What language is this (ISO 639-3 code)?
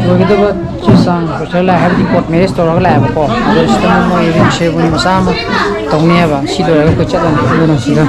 mni